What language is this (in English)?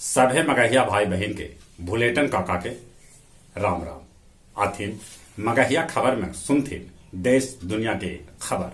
Magahi